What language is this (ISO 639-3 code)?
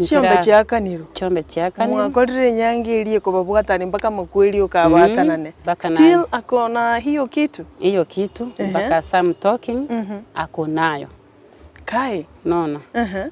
guz